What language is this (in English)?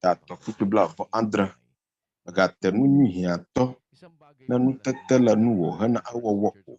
Ewe